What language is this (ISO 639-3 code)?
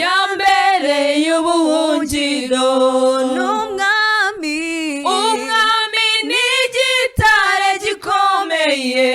kin